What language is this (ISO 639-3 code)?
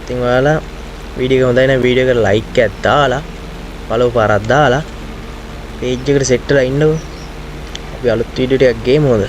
sin